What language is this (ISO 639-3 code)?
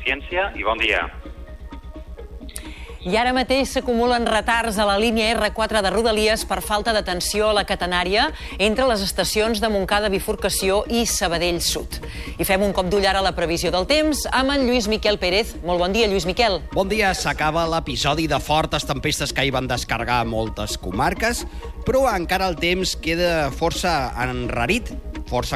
cat